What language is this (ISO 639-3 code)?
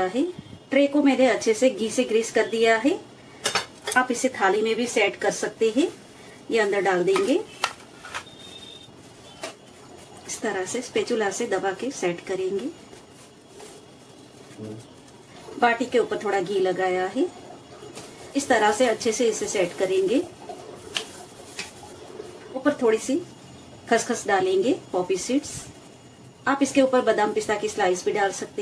hin